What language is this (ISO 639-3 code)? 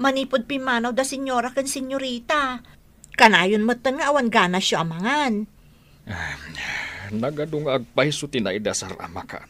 ilo